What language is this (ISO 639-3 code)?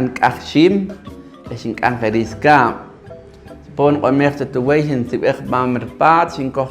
poh